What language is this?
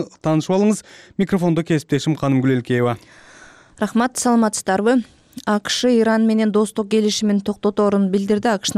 Kyrgyz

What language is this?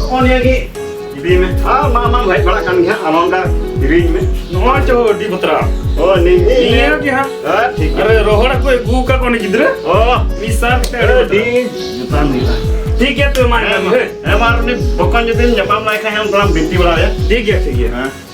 Santali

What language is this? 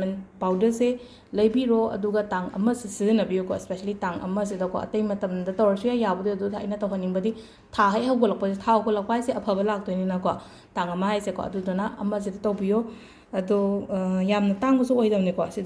Manipuri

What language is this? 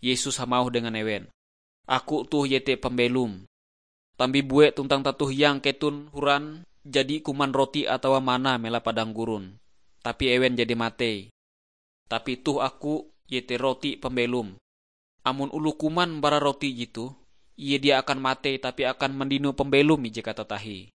Ngaju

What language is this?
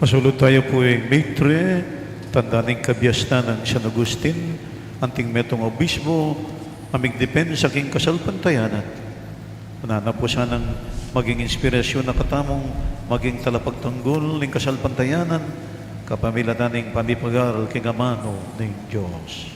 Pampanga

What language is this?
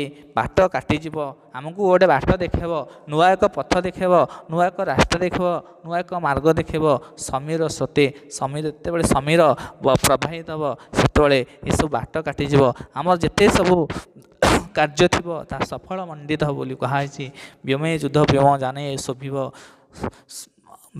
Odia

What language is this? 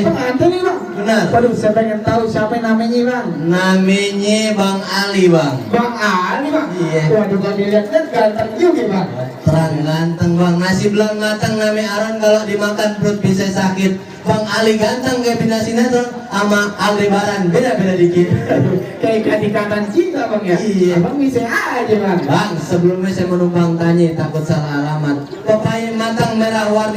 Betawi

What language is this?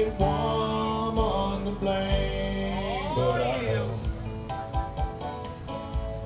English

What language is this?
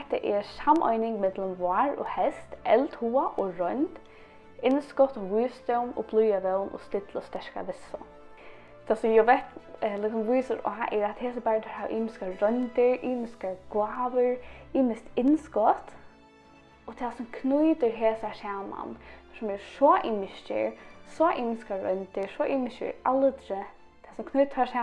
Faroese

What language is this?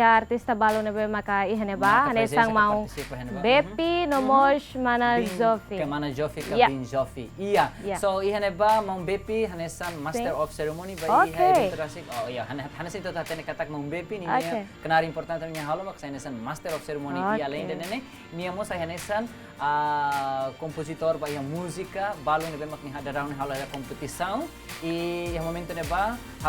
Tetum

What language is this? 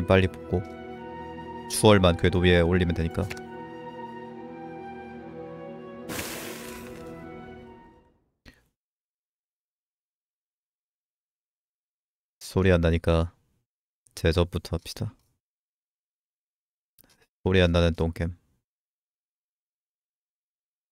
Korean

